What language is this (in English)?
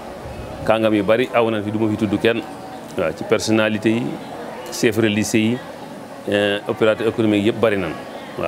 Wolof